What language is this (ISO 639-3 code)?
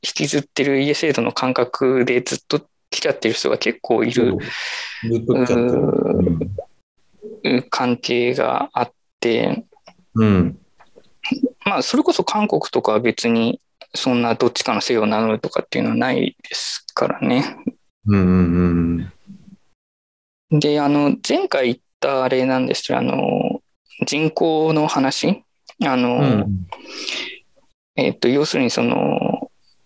jpn